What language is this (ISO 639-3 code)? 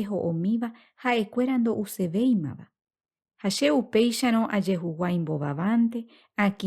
grn